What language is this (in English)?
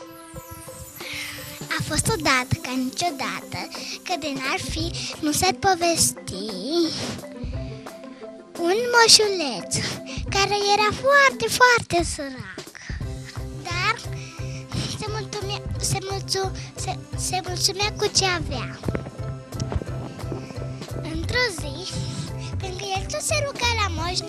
Romanian